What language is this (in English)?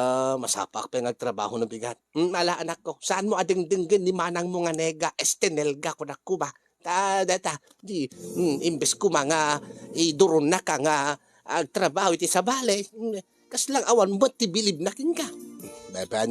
Iloko